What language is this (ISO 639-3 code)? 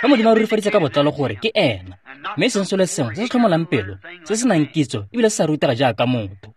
tsn